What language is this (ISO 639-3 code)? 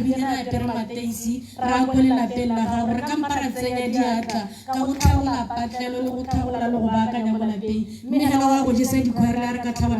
tsn